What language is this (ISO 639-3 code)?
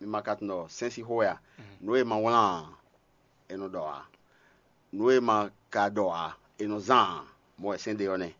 fon